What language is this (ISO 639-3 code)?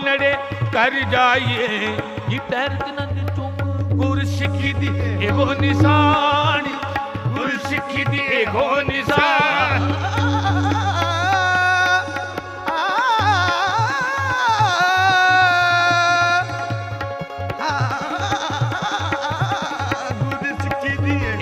pan